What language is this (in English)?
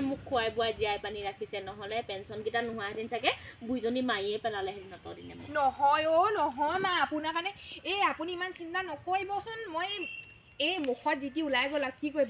Assamese